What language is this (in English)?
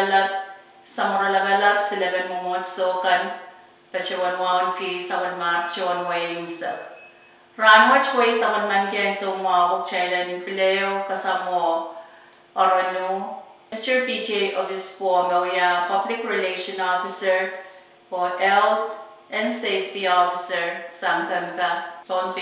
Pohnpeian